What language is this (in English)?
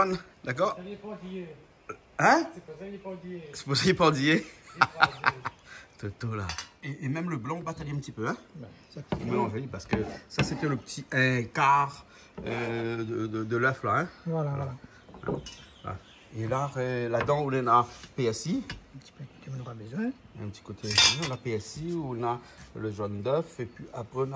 Réunion Creole French